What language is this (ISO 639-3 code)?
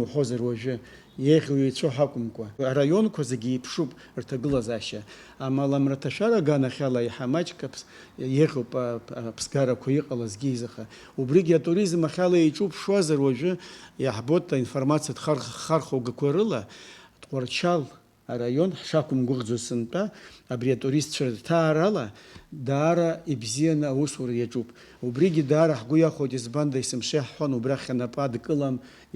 abk